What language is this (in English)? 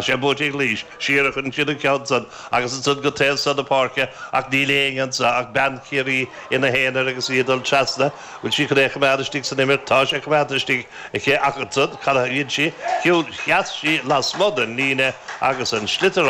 Irish